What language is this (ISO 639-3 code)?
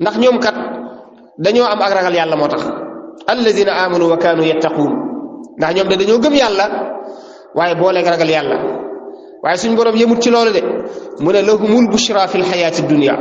wol